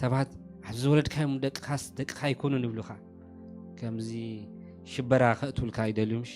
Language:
Tigrinya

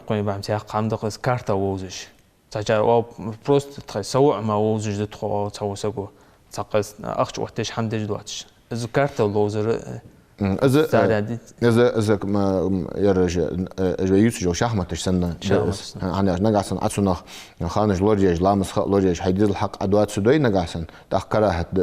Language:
Ingush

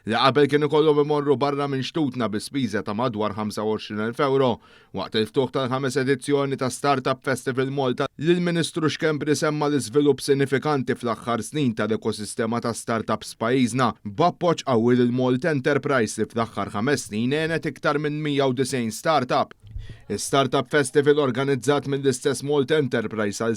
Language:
Maltese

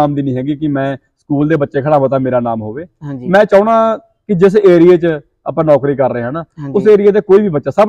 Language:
Punjabi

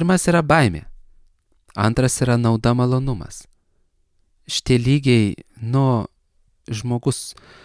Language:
Lithuanian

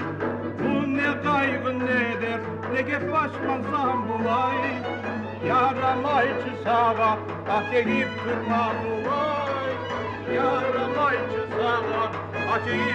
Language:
Kumyk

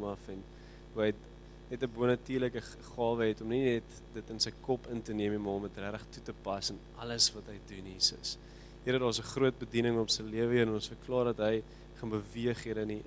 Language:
Afrikaans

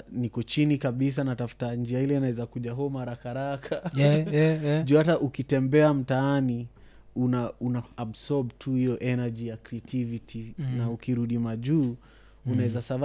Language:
Swahili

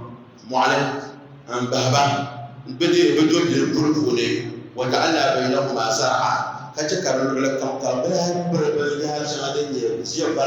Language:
Dagbani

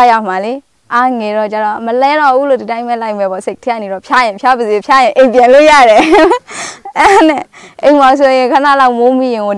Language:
Burmese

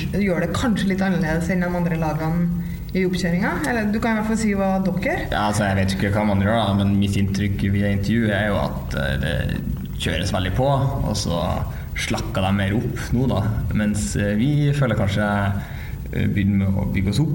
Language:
Norwegian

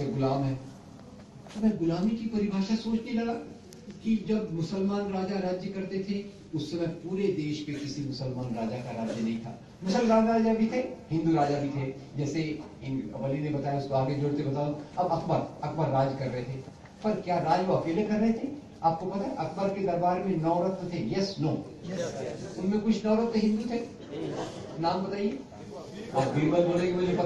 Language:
Hindi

